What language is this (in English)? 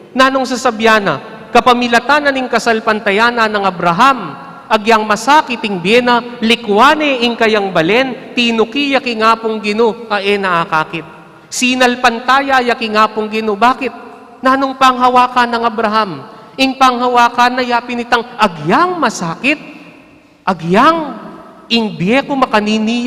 Pampanga